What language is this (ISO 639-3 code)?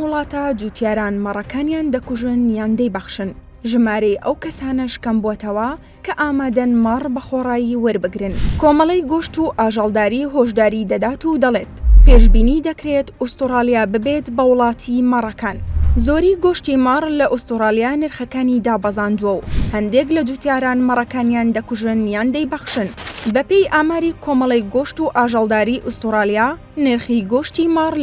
ckb